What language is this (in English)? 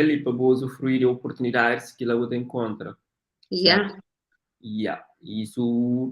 Kabuverdianu